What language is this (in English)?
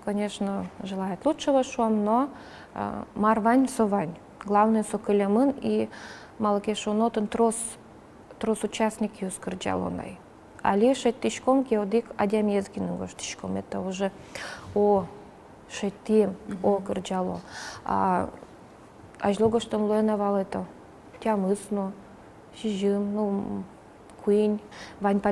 Udmurt